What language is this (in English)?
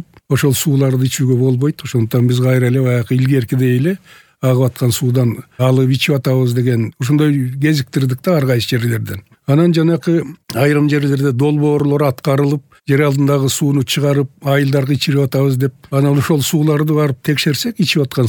Kyrgyz